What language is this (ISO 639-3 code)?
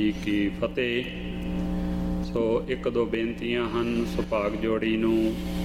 pan